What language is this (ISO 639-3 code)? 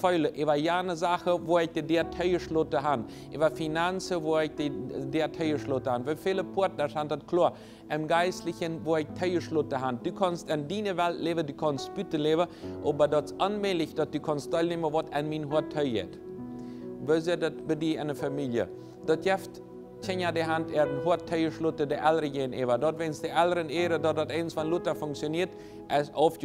pdt